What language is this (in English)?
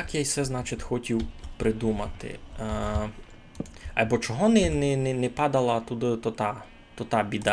Rusyn